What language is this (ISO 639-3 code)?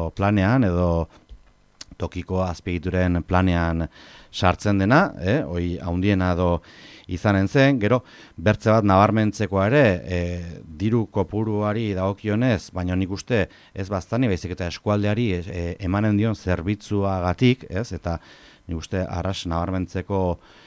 eus